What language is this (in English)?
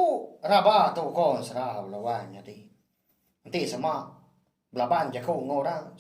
Iban